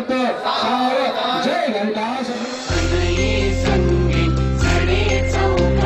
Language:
Marathi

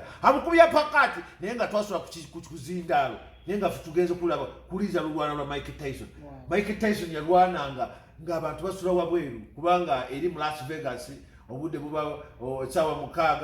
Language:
Ganda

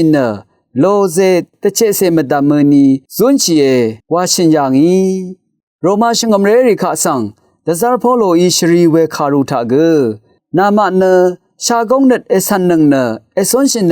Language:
Rawang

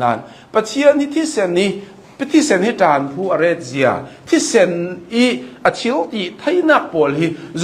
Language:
Hakha Chin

